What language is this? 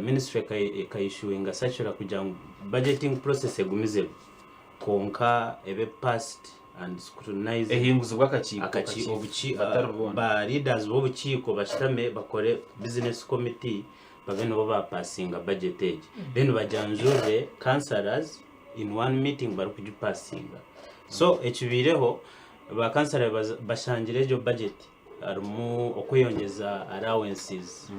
Nyankole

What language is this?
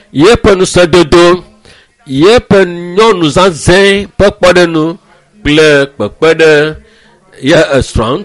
Ewe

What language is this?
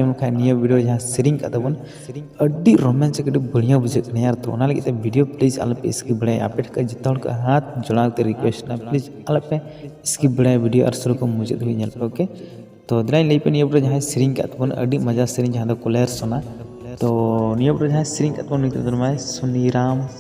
Santali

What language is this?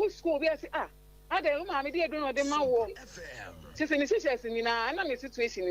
Akan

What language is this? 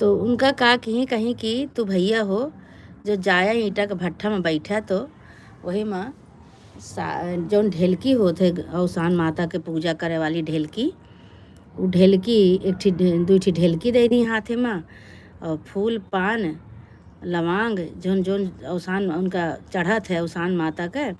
Awadhi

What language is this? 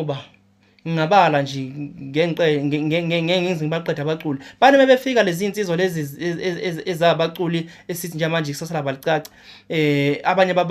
Zulu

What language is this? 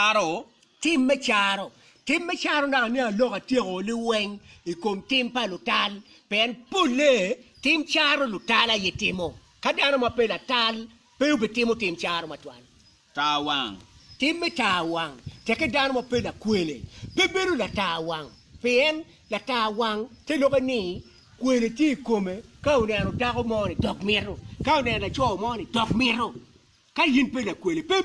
Acoli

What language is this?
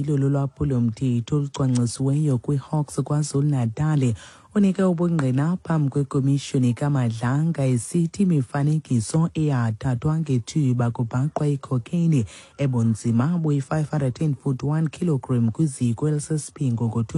Xhosa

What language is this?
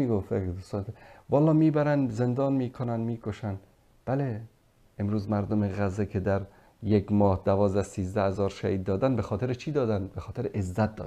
Persian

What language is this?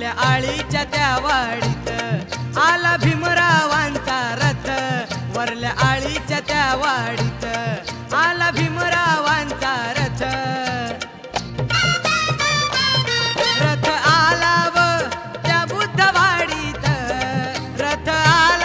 Marathi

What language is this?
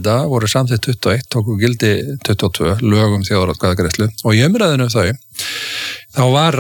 Icelandic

